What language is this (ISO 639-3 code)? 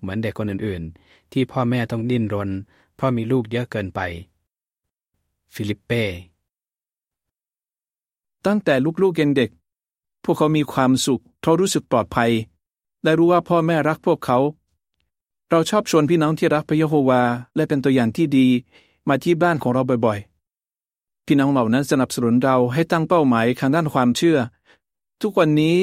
tha